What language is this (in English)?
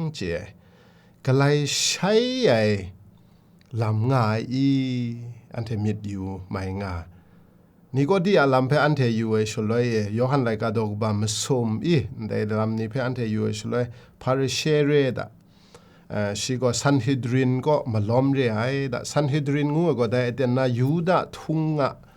Kachin